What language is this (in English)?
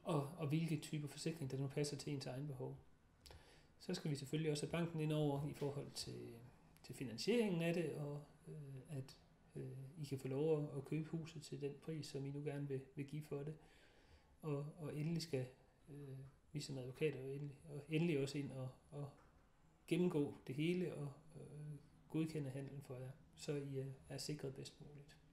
Danish